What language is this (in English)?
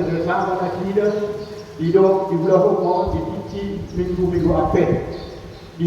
Batak Toba